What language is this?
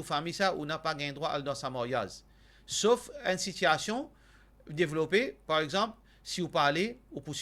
Morisyen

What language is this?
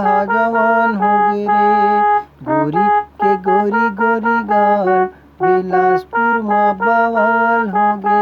Chhattisgarhi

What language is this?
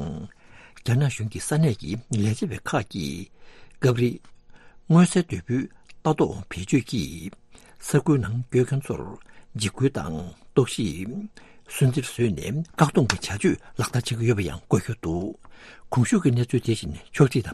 Tibetan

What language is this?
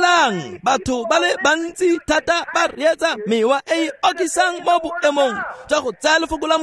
Tswana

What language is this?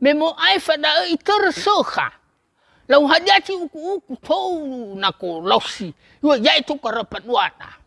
Nias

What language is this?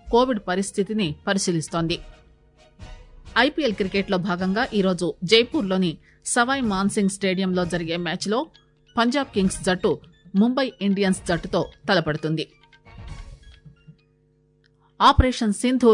Telugu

